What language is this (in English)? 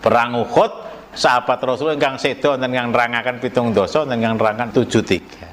Javanese